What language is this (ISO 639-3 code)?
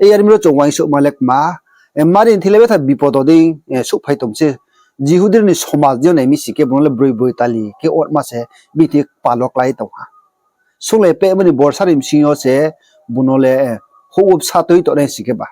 ria